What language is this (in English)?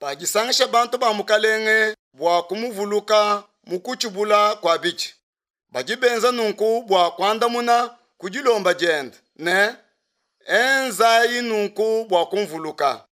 Luba-Lulua